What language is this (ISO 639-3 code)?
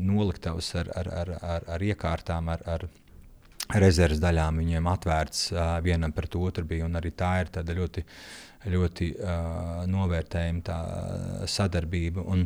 lav